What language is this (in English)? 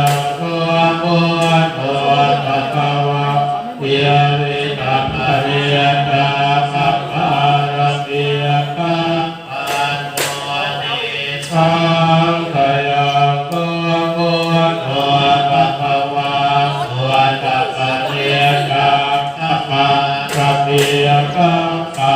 Pali